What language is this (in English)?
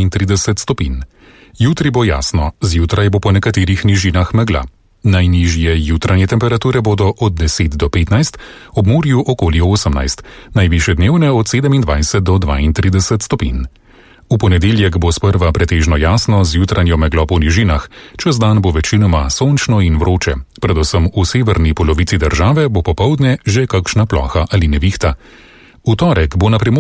Slovenian